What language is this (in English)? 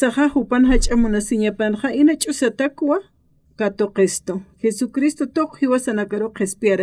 Aymara